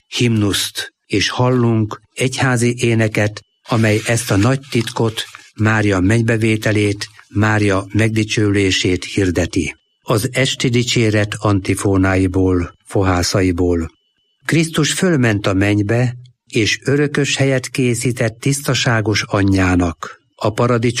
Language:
Hungarian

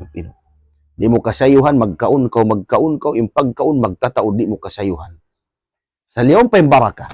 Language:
Tausug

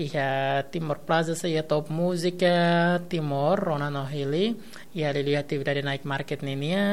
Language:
Tetum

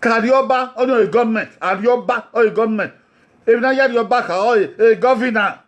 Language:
Bini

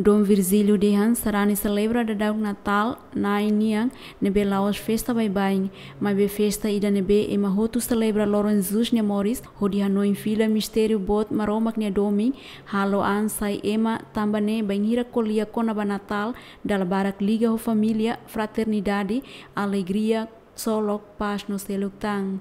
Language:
Tetum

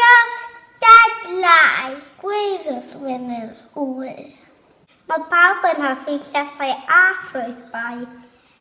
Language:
Welsh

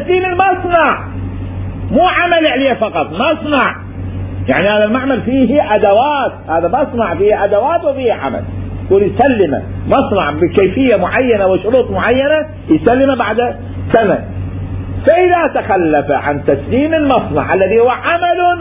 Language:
Mesopotamian Arabic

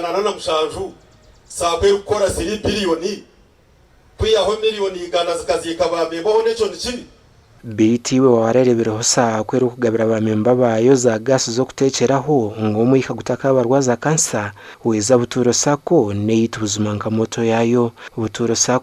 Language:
Nyankole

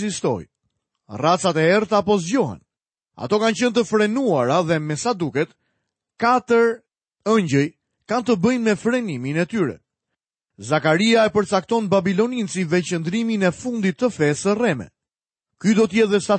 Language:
Albanian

